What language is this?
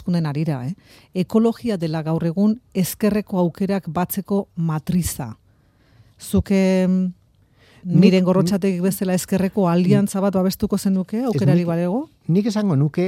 Basque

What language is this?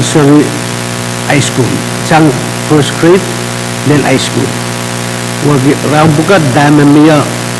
Pohnpeian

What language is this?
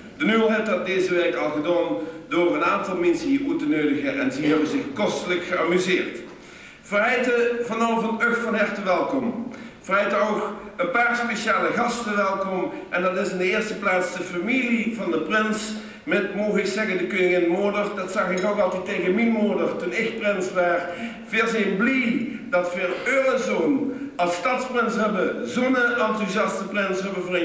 Limburgish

